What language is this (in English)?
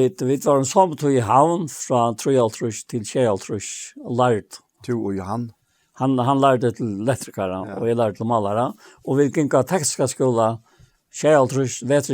Faroese